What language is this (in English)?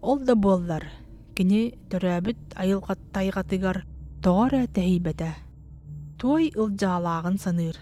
Yakut